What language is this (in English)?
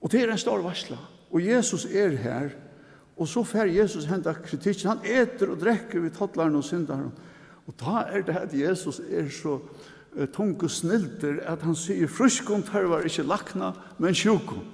Faroese